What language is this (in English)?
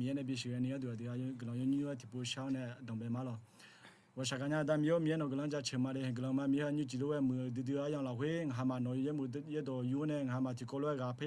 Akha